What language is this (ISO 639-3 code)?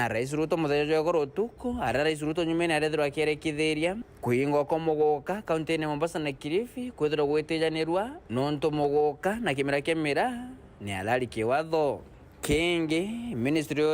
mer